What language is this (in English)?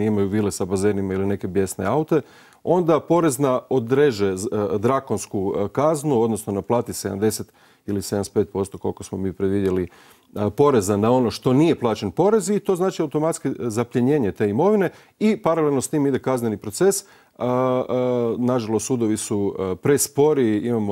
Croatian